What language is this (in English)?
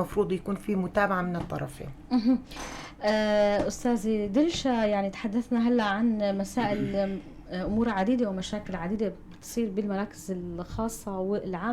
North Levantine Arabic